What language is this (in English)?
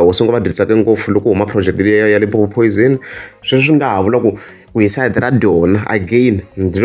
Tsonga